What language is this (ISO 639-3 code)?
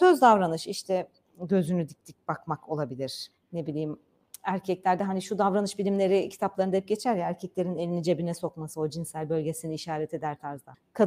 tur